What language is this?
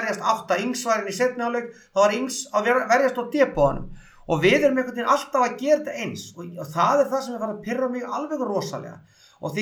Icelandic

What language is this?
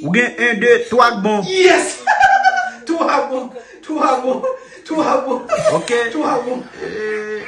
Haitian Creole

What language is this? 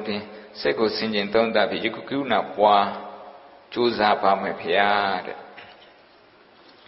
Burmese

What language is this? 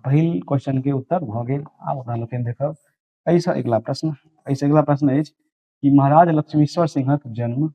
Maithili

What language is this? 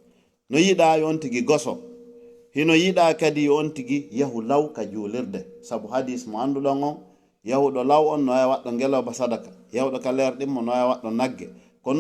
Fula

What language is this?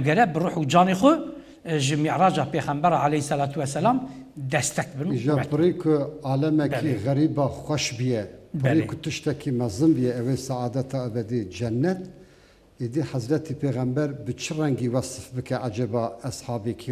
Kurdish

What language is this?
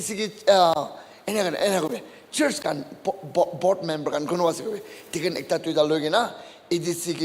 Naga Pidgin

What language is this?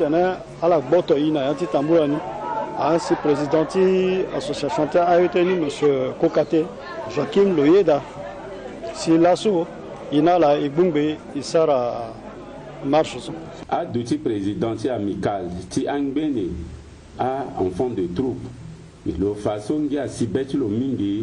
Sango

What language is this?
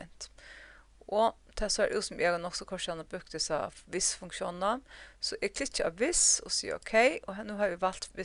Faroese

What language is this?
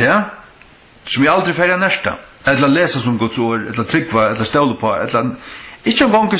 Faroese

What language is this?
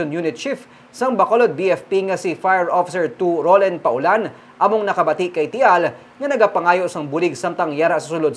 Hiligaynon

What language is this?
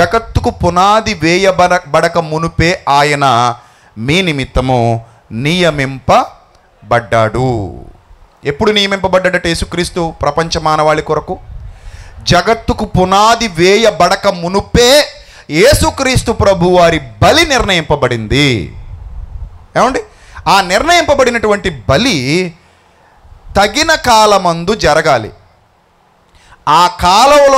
Telugu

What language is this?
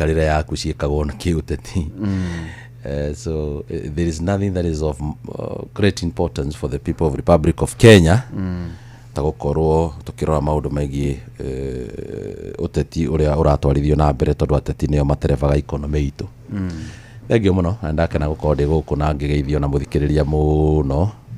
Kikuyu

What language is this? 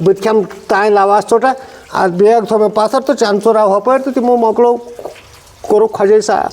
Kashmiri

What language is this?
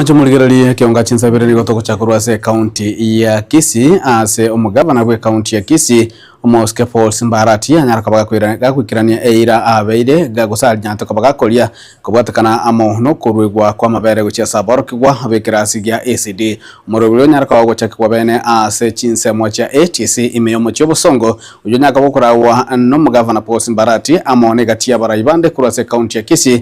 Gusii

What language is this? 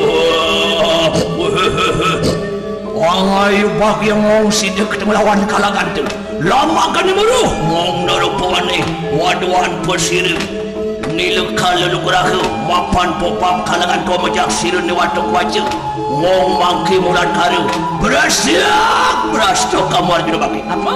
Balinese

